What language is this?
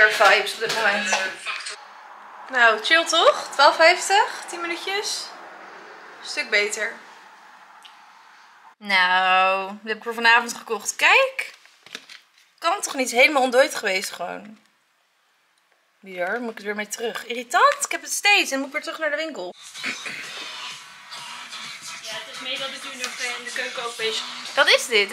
Dutch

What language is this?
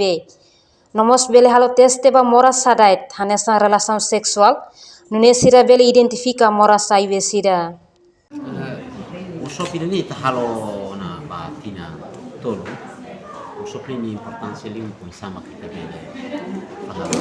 Tetum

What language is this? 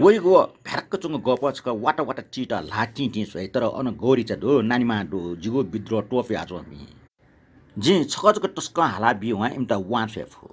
Newari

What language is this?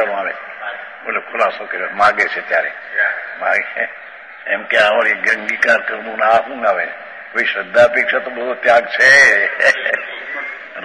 Gujarati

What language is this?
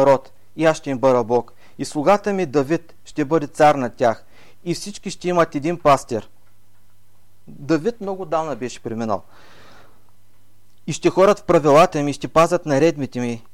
Bulgarian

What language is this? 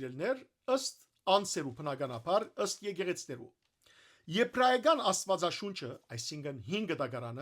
Western Armenian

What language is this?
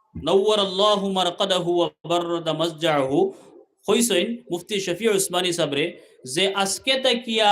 Sylheti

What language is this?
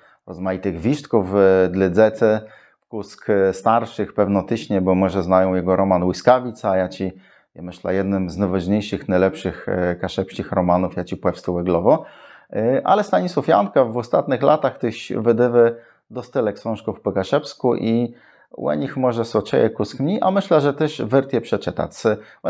Kashubian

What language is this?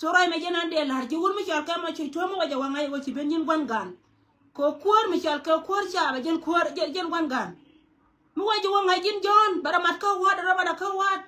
Nuer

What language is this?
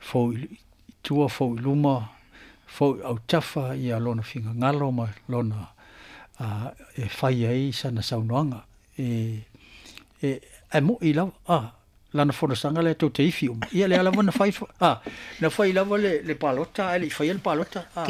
Samoan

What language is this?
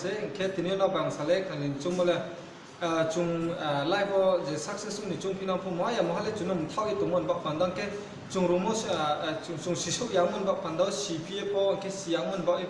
Riang (India)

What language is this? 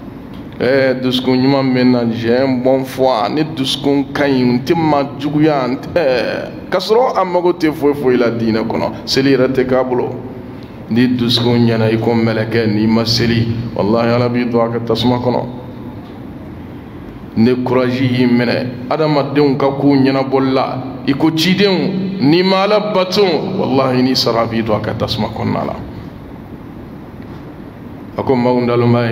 Bambara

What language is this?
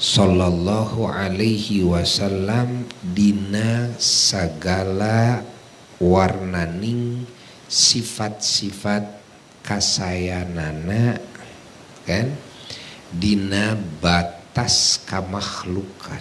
Sundanese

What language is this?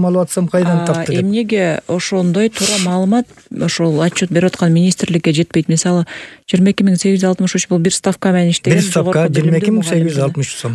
Kyrgyz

